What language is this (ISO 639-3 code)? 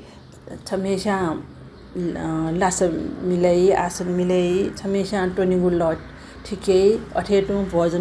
new